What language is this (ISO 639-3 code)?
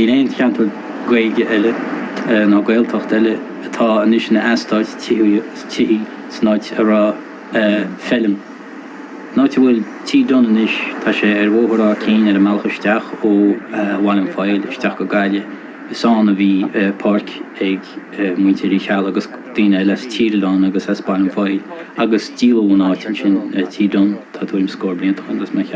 gle